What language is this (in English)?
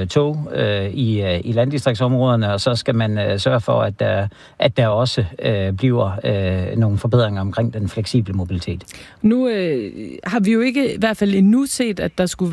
Danish